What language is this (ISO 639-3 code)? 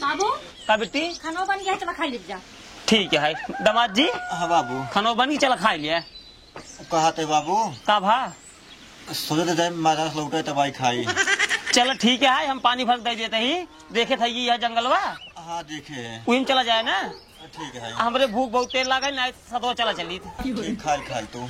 awa